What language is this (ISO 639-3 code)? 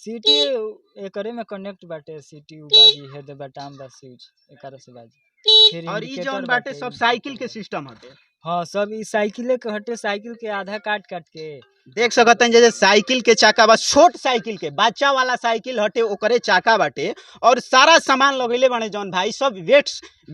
bho